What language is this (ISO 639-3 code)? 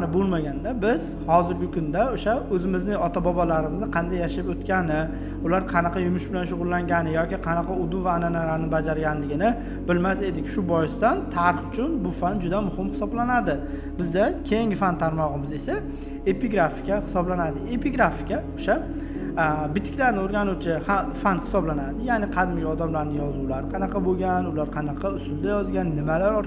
uzb